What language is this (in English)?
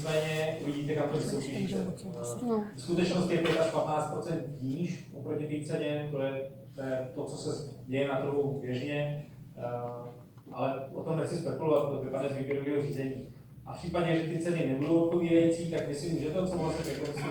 Czech